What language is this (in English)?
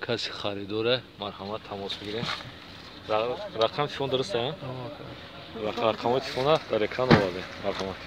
Tajik